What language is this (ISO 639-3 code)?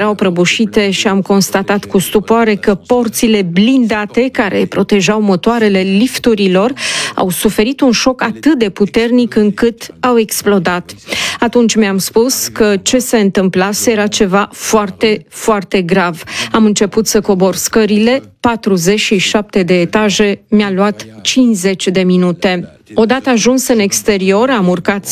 ron